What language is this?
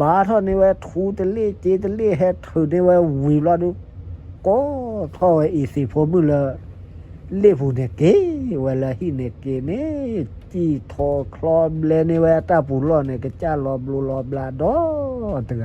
S'gaw Karen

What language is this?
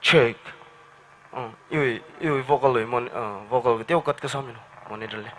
Tangkhul Naga (India)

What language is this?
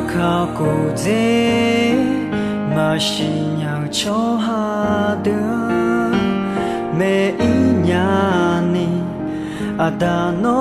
Akha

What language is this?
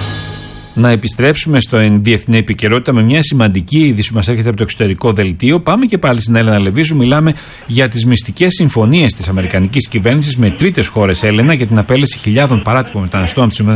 Greek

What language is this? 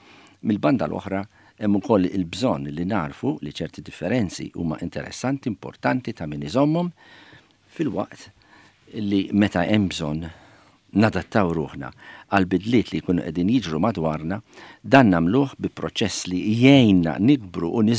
Maltese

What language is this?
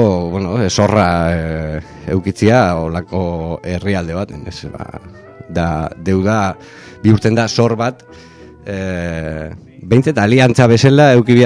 Basque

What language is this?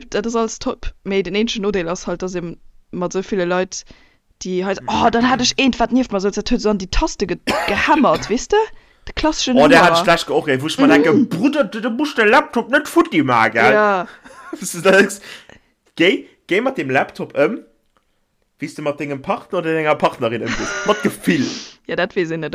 Luxembourgish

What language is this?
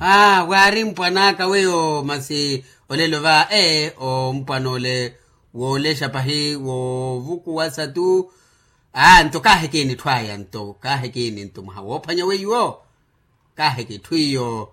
Makhuwa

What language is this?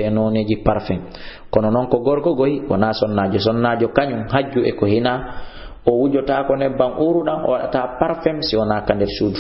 Fula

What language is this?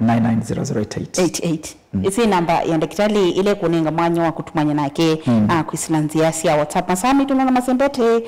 Kamba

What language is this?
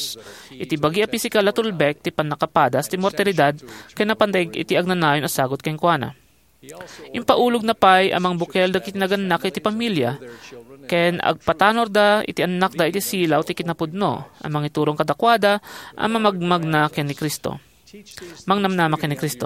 Iloko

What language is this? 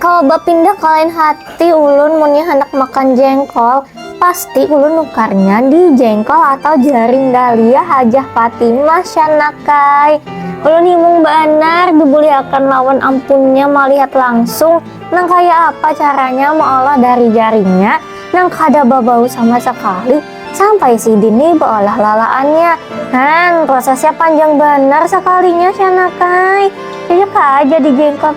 Banjar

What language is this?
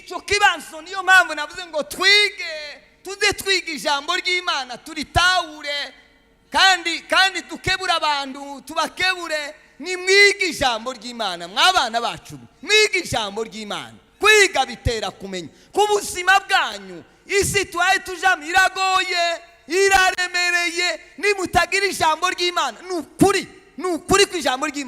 Kinyarwanda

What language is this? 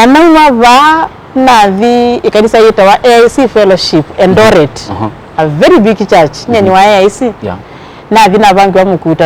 Kamba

